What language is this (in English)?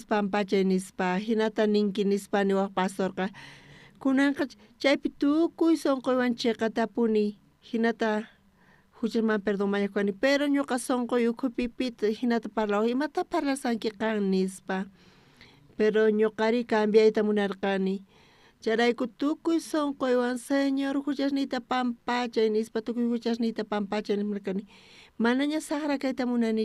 South Bolivian Quechua